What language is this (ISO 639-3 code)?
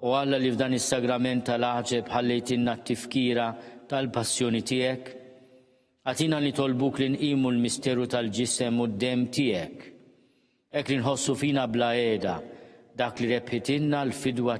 mlt